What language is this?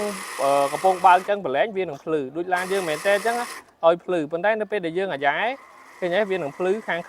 Khmer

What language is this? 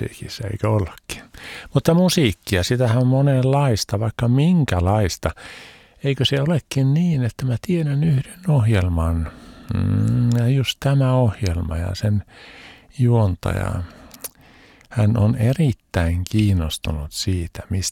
Finnish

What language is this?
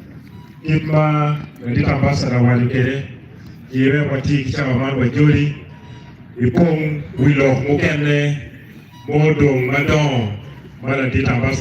Acoli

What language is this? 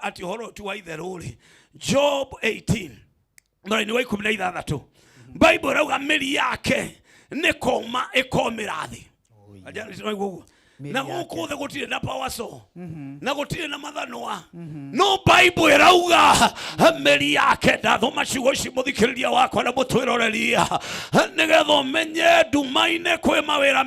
Kikuyu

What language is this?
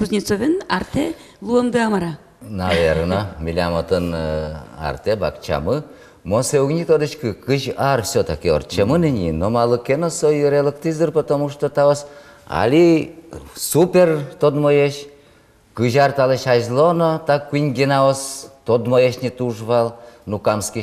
Udmurt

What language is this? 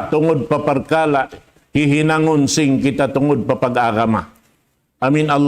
Tausug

